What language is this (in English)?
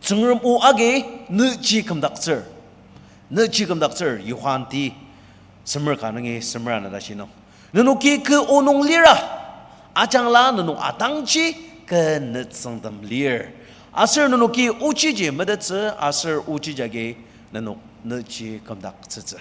Ao Naga